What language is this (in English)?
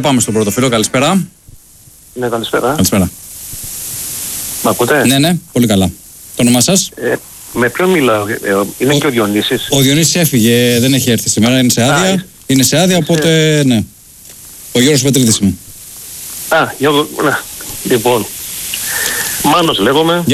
Greek